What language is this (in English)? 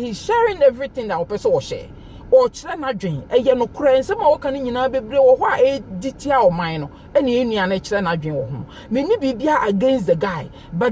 Akan